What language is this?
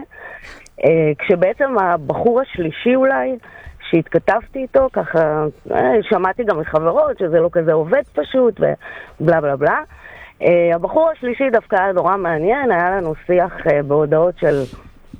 Hebrew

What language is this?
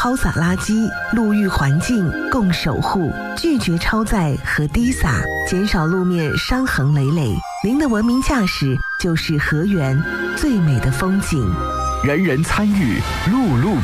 Chinese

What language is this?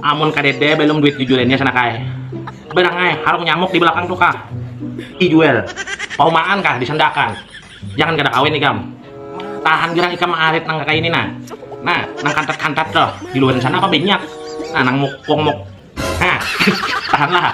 Banjar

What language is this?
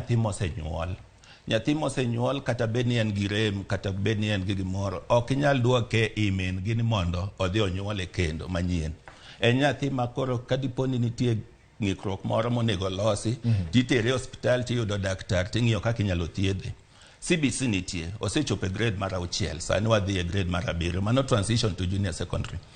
Luo (Kenya and Tanzania)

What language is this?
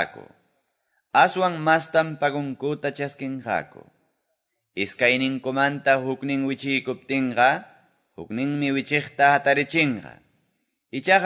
Quechua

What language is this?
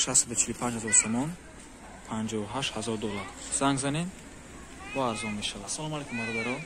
Tajik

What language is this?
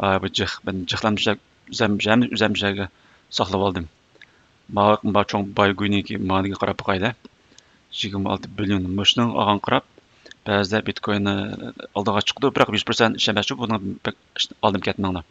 Uyghur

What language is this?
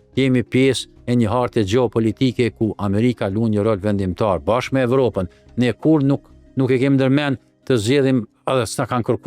Albanian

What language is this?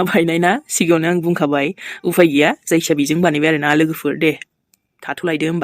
Bodo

